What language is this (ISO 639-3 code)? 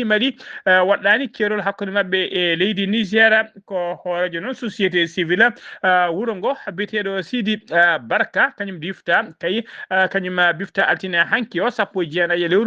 ful